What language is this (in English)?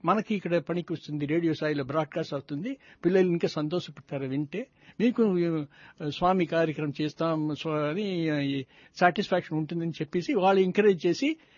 Telugu